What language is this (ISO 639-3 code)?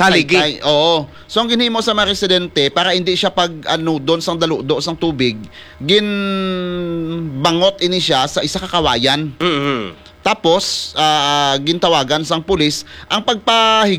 hil